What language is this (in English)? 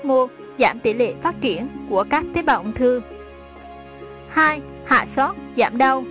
Vietnamese